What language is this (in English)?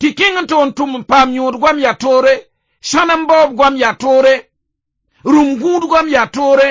Mossi